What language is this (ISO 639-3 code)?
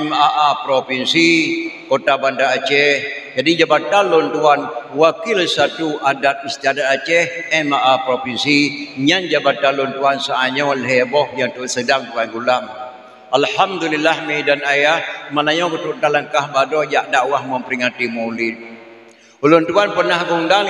ace